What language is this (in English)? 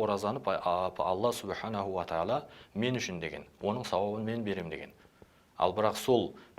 Kazakh